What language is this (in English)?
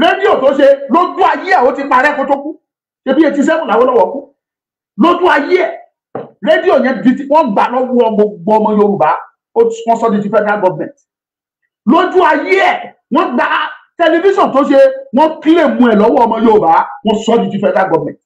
Yoruba